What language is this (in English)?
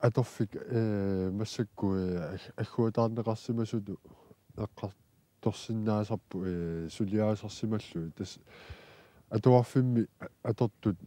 Kalaallisut